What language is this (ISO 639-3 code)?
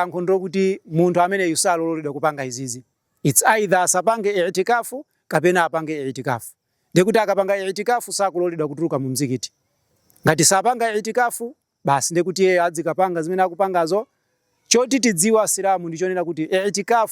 nya